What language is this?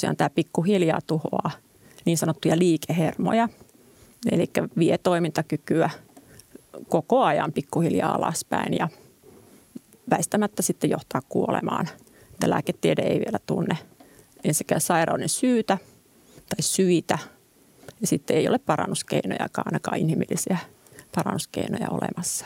Finnish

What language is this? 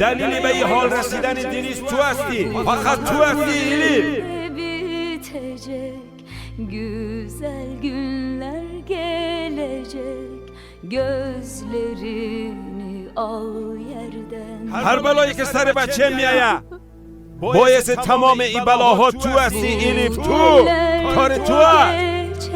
Persian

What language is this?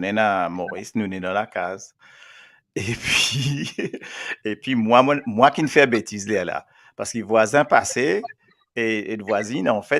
Morisyen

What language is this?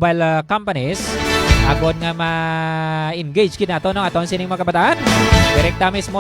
Hiligaynon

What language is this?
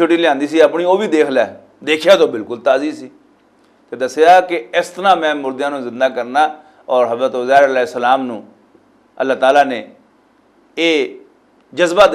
Western Panjabi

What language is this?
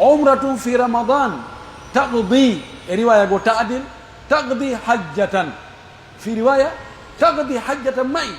Pular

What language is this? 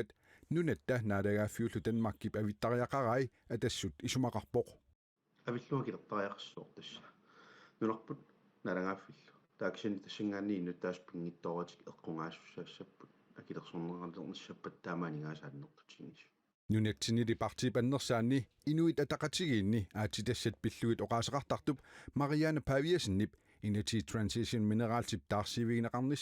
Kalaallisut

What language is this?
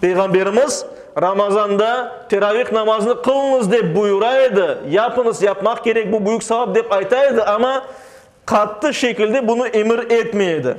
Crimean Tatar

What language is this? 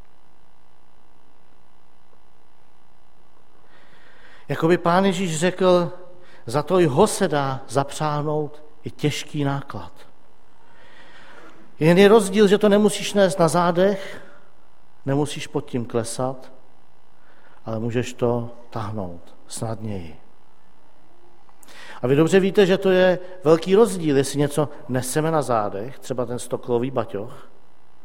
Czech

